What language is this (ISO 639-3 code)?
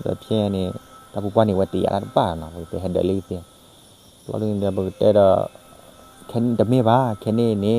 ksw